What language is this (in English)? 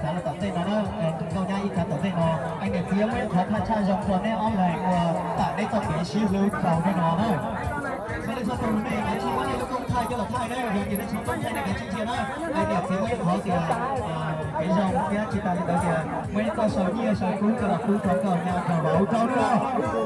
Hmong